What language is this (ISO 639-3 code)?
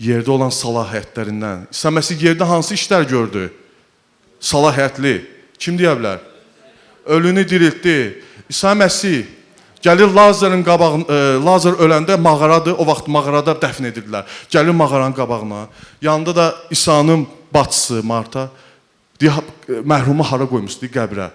aze